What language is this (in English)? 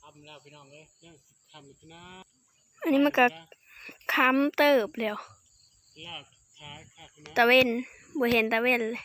Northeastern Thai